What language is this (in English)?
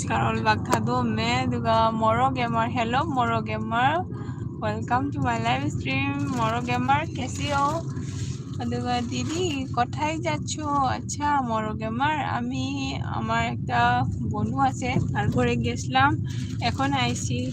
Manipuri